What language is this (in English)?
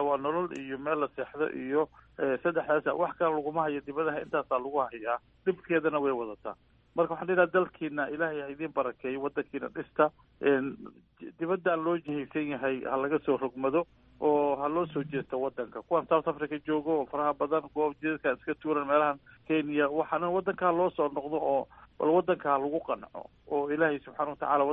Somali